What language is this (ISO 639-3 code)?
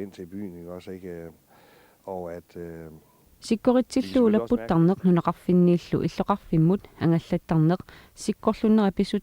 kal